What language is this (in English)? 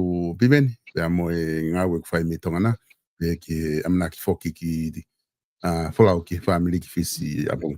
Tongan